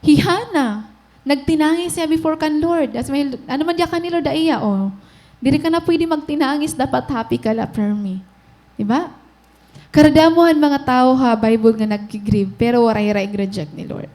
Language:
Waray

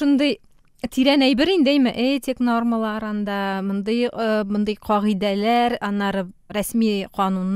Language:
Tatar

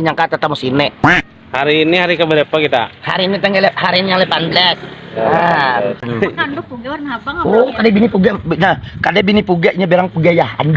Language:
Banjar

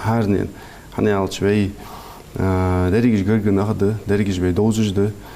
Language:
Ingush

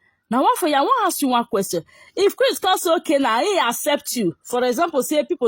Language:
Nigerian Pidgin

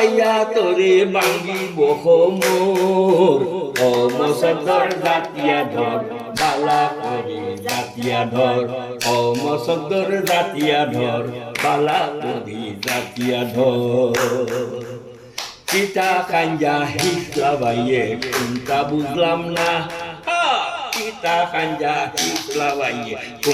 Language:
Sylheti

